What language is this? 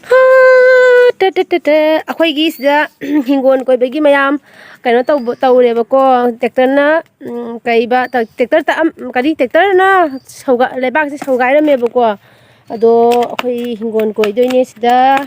Manipuri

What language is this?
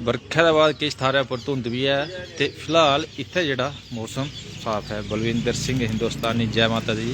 Dogri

